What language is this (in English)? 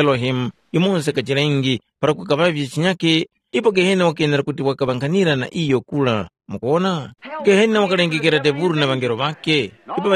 Tumbuka